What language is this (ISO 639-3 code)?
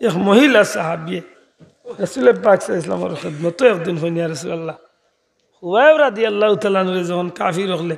syl